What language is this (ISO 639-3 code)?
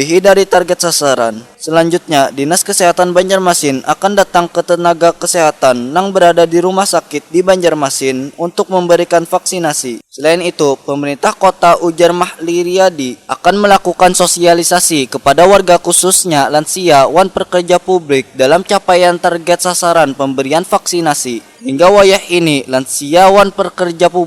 bjn